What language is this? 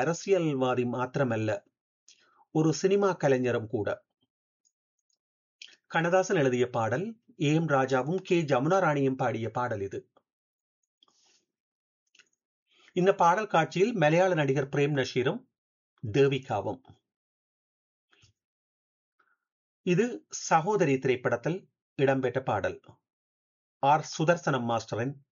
Tamil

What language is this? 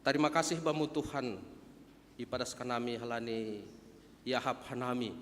Batak Simalungun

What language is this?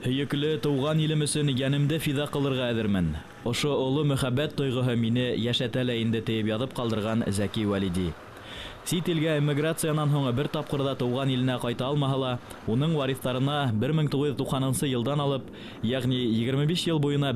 Bashkir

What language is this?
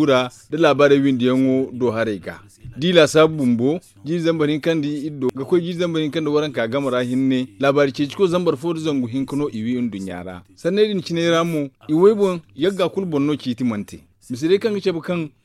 Zarma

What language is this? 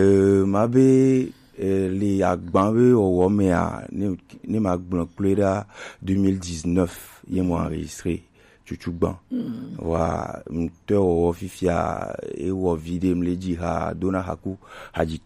Gen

